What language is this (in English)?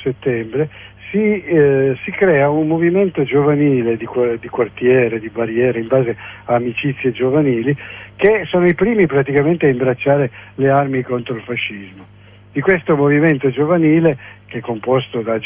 Italian